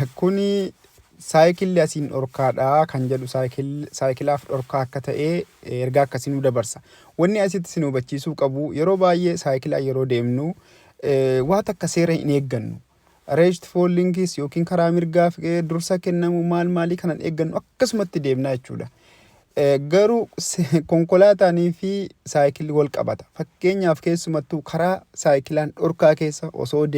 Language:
Oromo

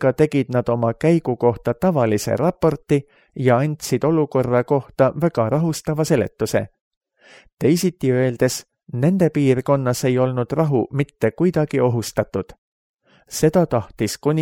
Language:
Estonian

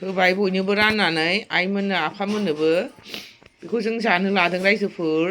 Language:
Bodo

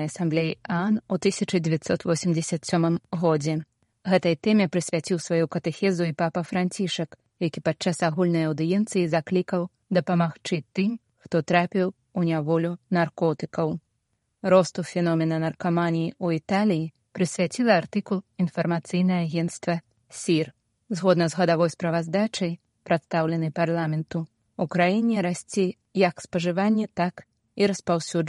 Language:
Belarusian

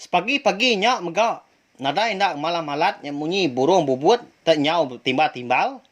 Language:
Iban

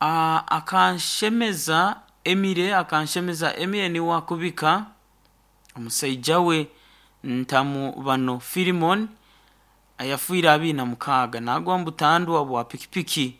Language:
Nyoro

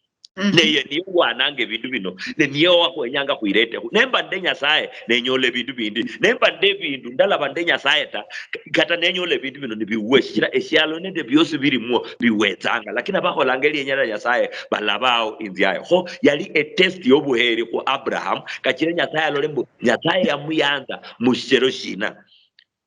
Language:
Luyia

